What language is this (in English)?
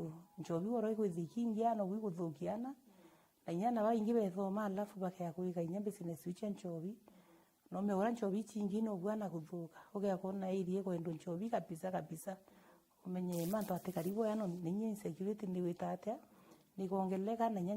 Meru